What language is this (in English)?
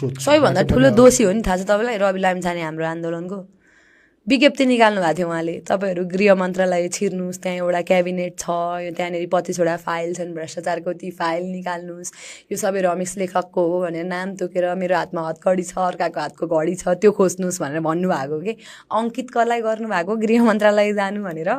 Nepali